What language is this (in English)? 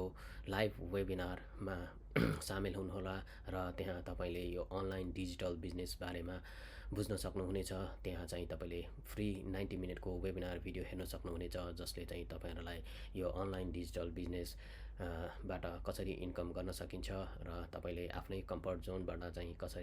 Nepali